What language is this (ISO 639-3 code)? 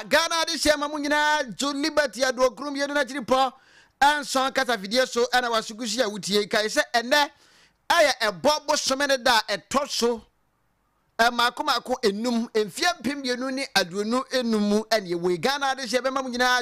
aka